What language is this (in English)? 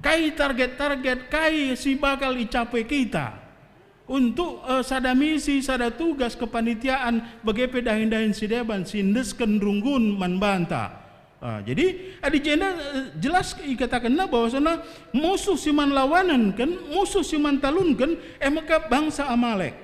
Batak Karo